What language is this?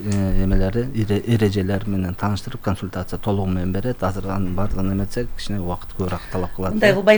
Kyrgyz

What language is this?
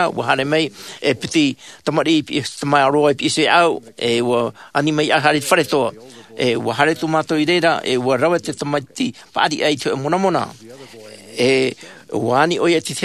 Tahitian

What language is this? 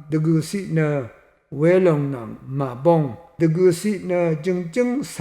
Rawang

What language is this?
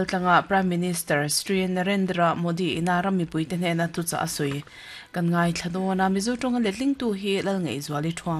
Mizo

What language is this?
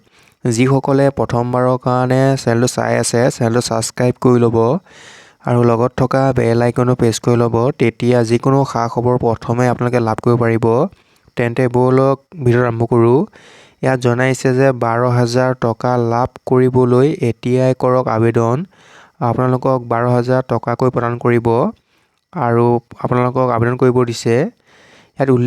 Assamese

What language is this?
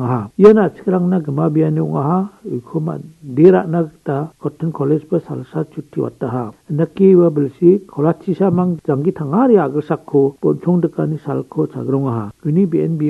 Garo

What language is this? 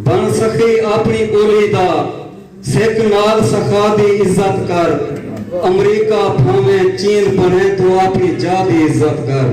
Saraiki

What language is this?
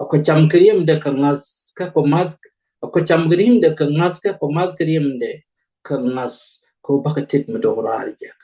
Nuer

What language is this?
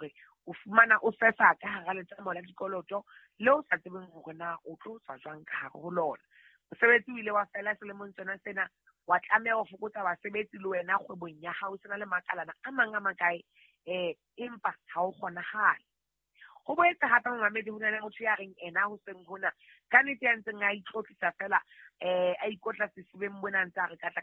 Southern Sotho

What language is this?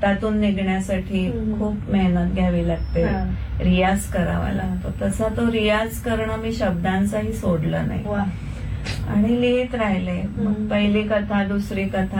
Marathi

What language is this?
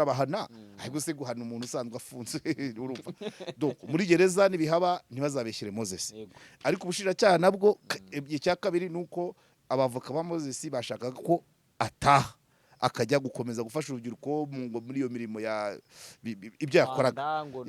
Kinyarwanda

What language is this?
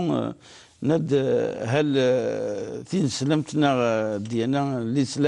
Kabyle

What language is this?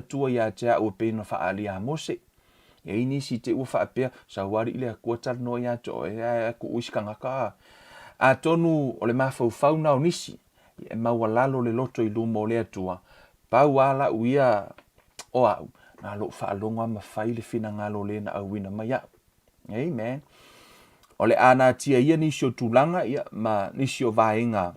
Samoan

